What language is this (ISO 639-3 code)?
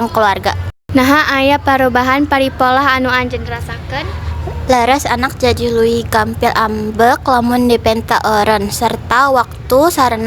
sun